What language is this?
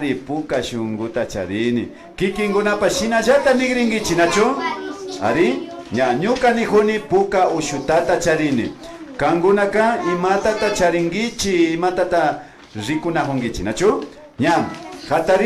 Imbabura Highland Quichua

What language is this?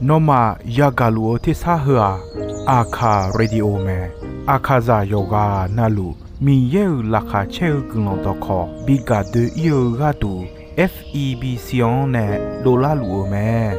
Akha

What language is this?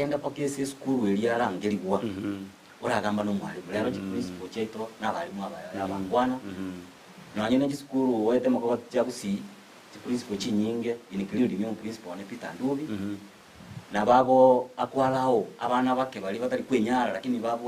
Gusii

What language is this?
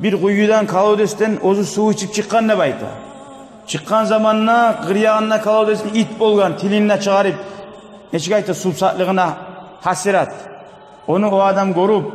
Kumyk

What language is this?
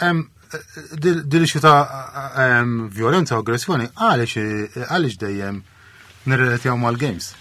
Maltese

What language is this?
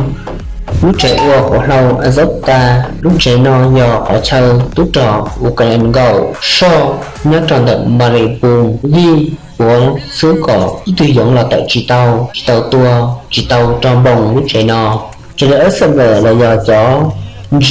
Hmong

